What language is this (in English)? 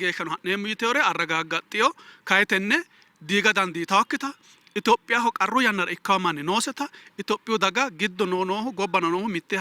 Sidamo